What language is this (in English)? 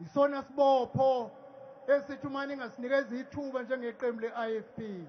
Zulu